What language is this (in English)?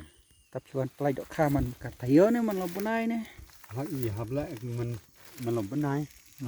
Khasi